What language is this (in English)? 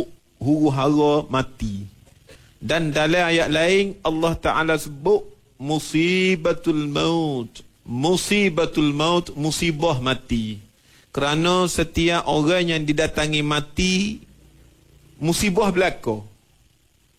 Malay